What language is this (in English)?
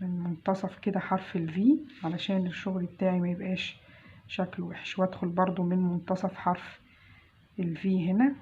Egyptian Arabic